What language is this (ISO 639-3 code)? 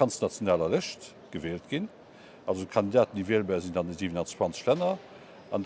ltz